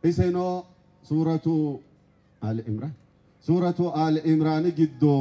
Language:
Sidamo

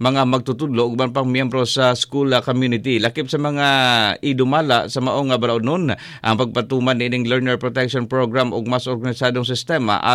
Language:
Cebuano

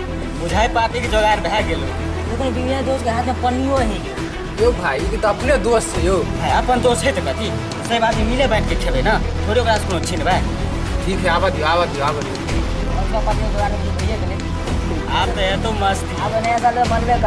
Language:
Maithili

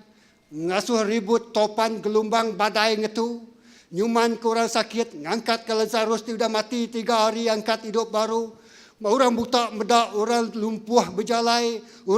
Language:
Iban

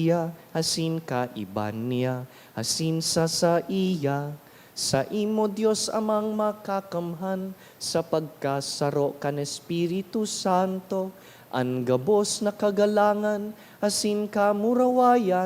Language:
Bikol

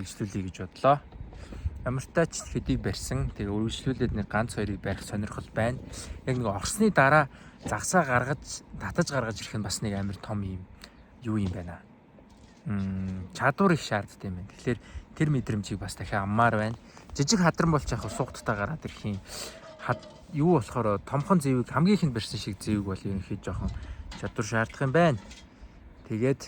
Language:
Mongolian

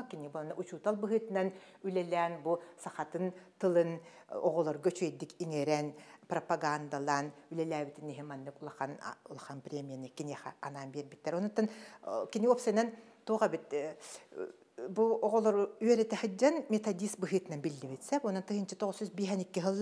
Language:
Yakut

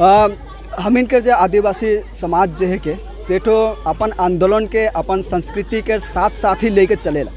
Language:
Sadri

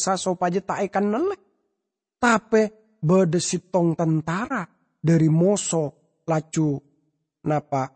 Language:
Madurese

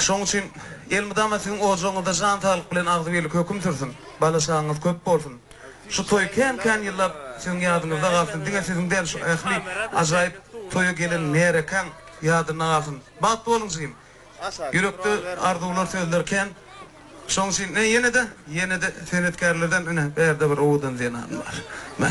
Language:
Turkmen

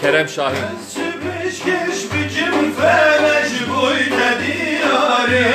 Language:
Kurdish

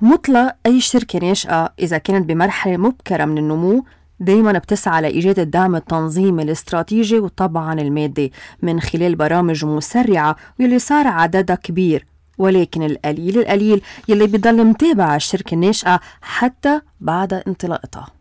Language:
North Levantine Arabic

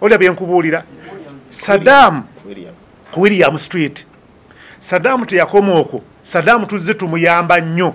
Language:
Ganda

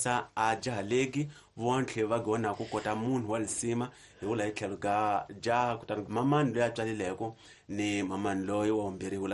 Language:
Tsonga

